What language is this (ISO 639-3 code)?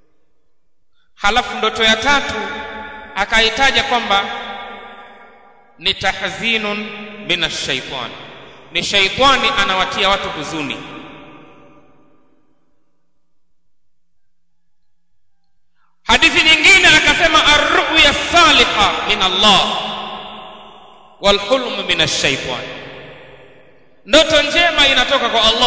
swa